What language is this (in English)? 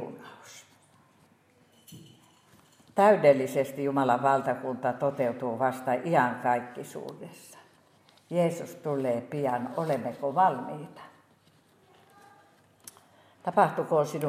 Finnish